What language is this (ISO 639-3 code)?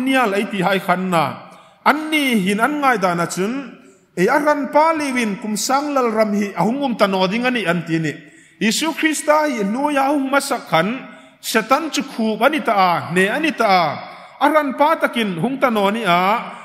hmr